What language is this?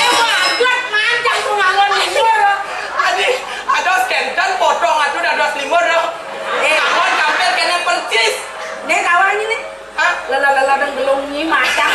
Balinese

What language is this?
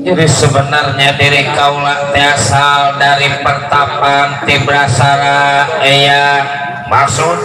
Betawi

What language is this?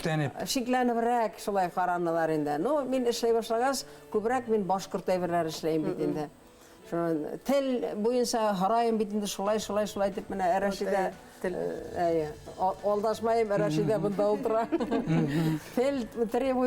Bashkir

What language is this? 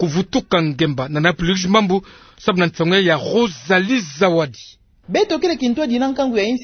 Kituba (Democratic Republic of Congo)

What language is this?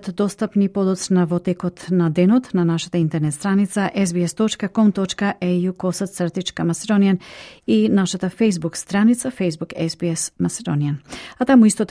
Macedonian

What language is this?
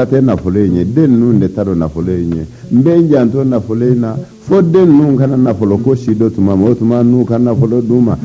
Bambara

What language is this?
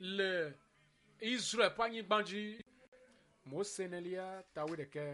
Ewe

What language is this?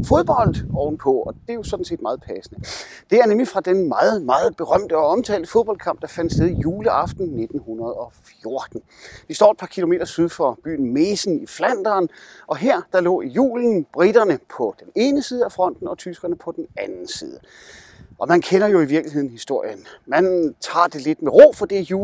Danish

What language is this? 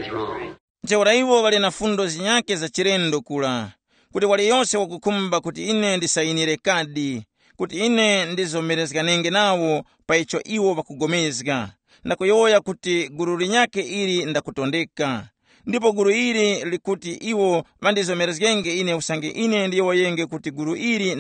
Tumbuka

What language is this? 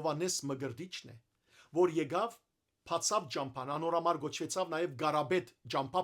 Western Armenian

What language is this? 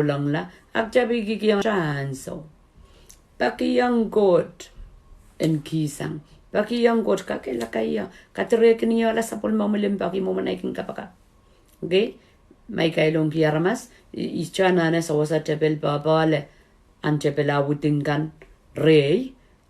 Pohnpeian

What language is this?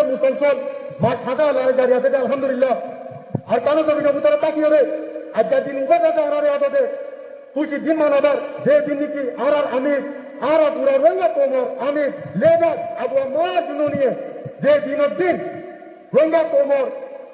Rohingya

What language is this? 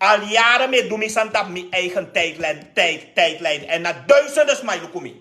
Sranan Tongo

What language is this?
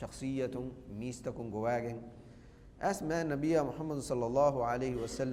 Divehi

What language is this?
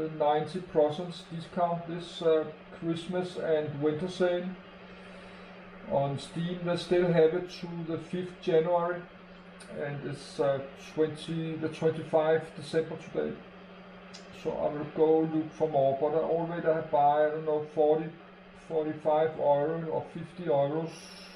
Danish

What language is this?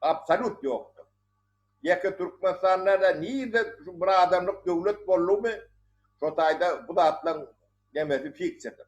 Turkmen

